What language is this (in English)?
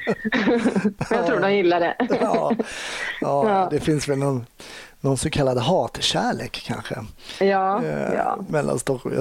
Swedish